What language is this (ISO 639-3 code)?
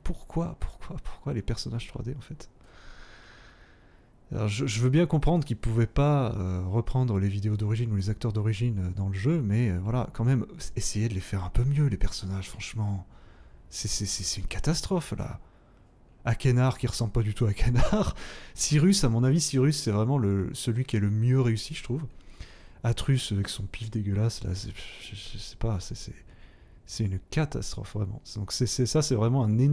fra